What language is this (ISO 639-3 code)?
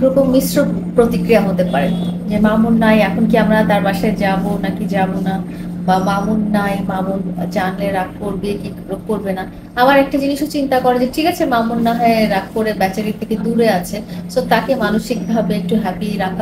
ben